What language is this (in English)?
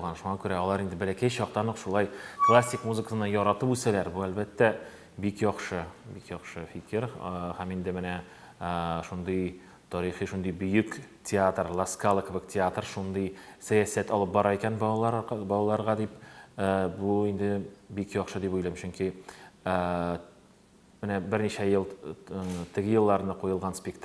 Tatar